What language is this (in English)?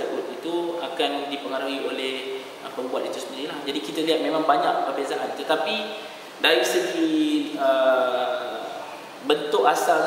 Malay